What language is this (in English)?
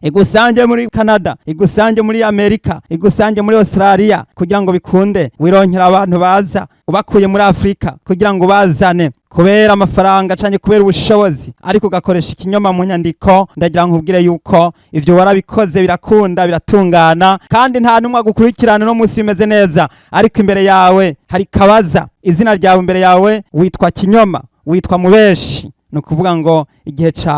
Rundi